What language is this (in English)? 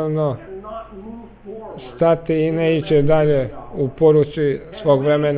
Croatian